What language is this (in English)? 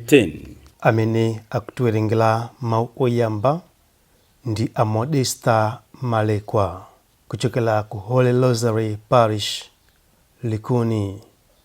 Nyanja